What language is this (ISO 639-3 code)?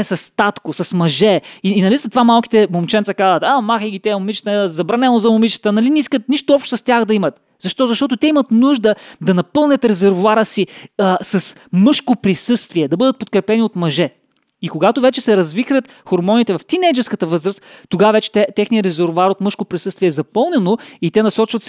bul